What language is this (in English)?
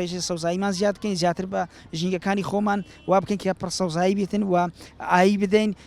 Central Kurdish